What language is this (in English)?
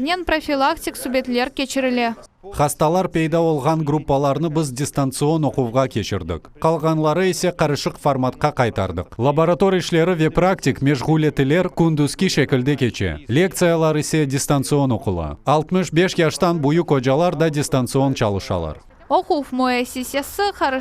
Crimean Tatar